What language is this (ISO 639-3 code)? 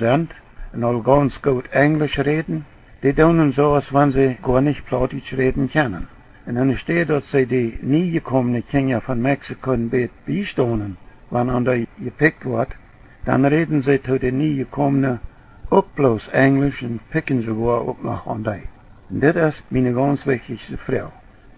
pdt